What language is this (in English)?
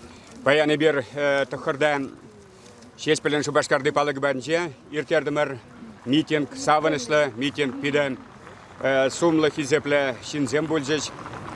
Chuvash